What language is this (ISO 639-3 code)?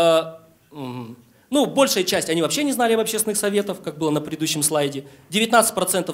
rus